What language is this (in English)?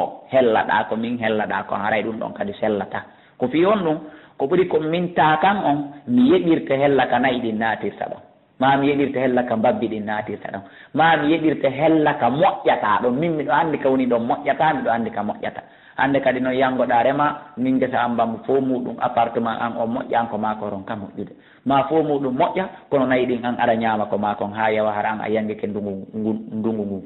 Fula